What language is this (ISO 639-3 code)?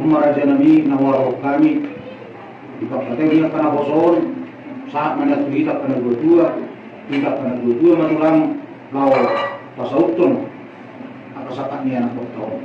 bbc